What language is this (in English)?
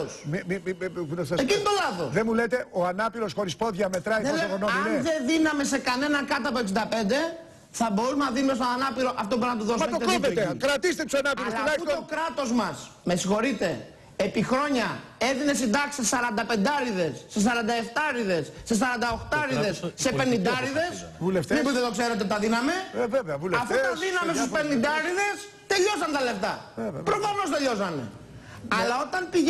Greek